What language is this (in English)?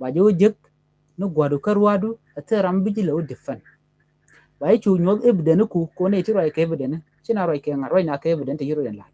Nuer